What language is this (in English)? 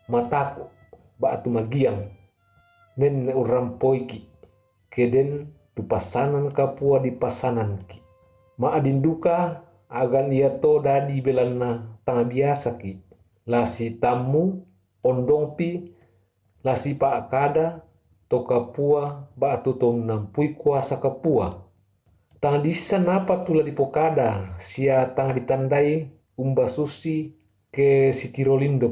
Toraja-Sa'dan